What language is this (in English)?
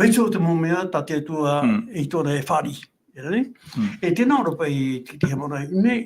Tahitian